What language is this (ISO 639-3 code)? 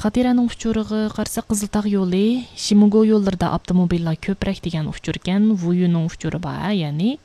uig